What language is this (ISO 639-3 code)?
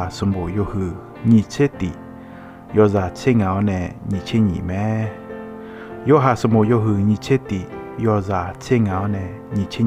ahk